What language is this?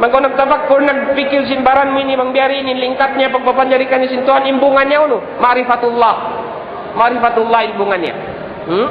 Tausug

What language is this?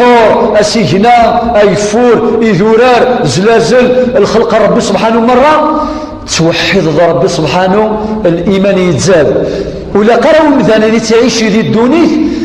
Kabyle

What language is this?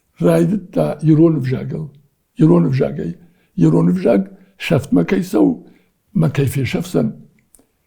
Ossetic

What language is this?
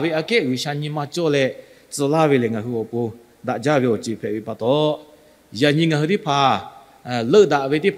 Lahu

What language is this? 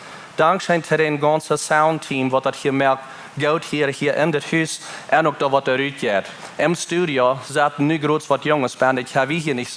Plautdietsch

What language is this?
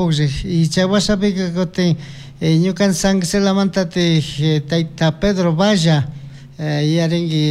Chimborazo Highland Quichua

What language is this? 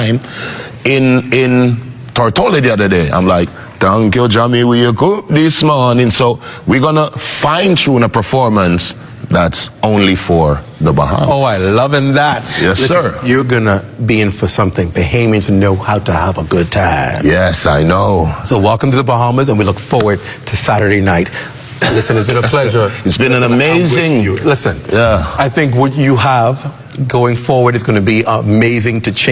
Jamaican Creole English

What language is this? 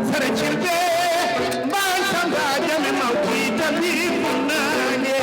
Fula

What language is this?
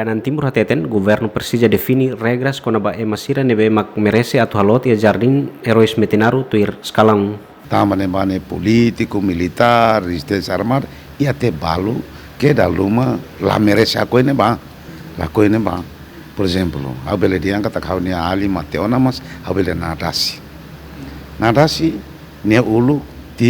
Tetum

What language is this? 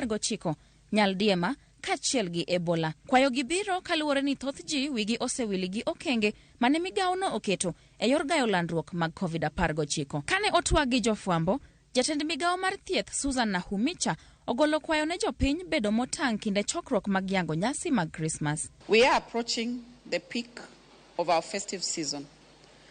Luo (Kenya and Tanzania)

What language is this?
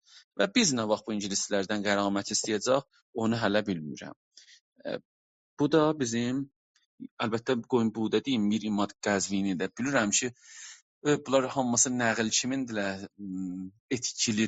South Azerbaijani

